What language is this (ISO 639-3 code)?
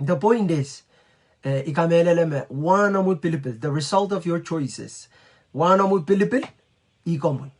pon